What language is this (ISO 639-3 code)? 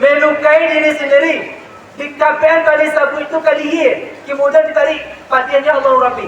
min